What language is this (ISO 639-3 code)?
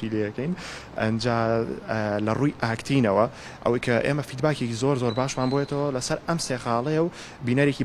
ckb